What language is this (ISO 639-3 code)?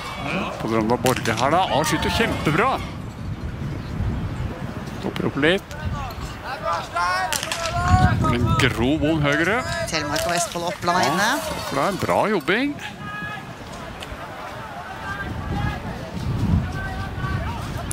nor